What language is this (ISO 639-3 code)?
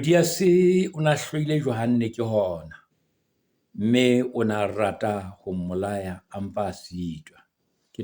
sot